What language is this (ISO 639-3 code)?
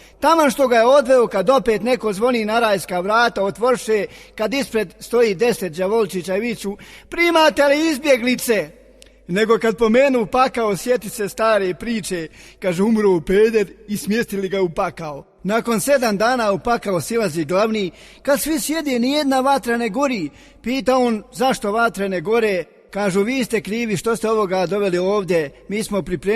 bos